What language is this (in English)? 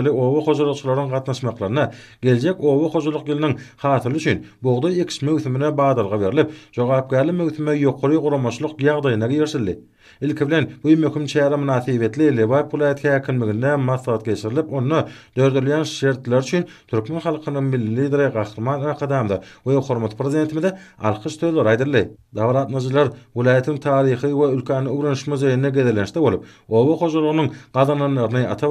Turkmen